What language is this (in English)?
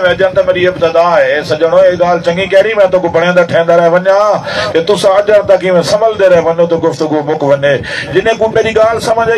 Saraiki